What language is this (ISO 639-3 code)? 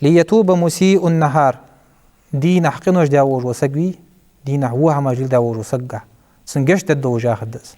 inh